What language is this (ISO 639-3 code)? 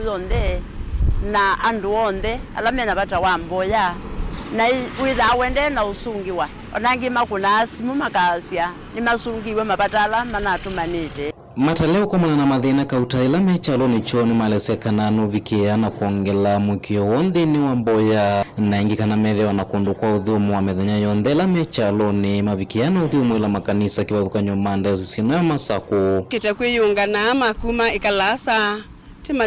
kam